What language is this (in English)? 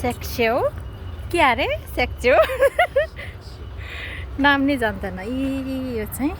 Nepali